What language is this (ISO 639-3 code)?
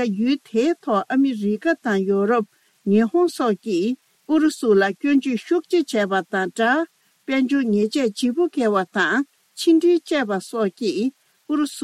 bod